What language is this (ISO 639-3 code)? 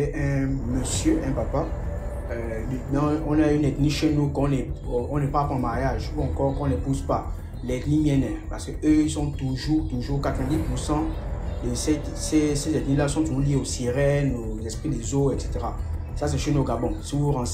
fra